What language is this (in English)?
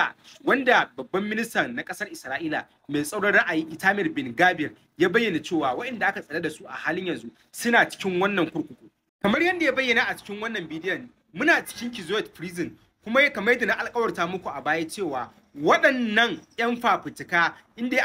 Hausa